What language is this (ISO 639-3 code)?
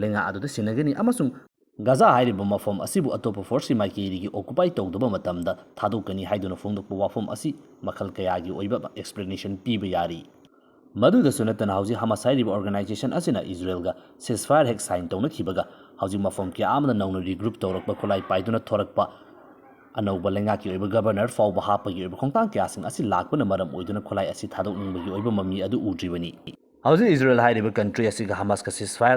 mni